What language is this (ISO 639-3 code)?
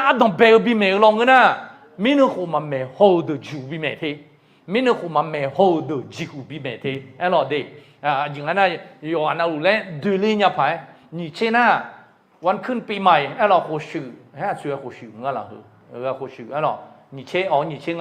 ahk